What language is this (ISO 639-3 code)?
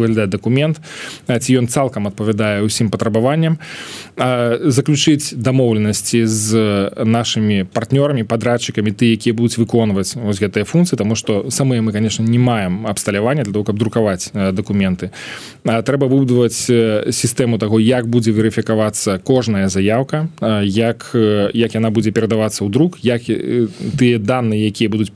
bel